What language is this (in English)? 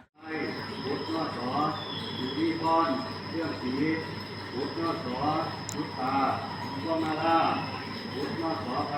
Pali